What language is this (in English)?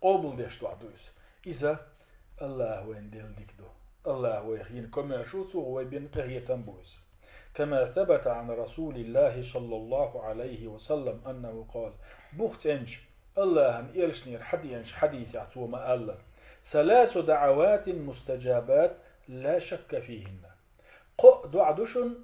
Chechen